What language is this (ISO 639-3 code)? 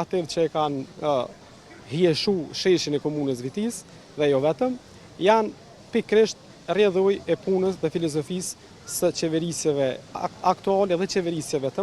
sqi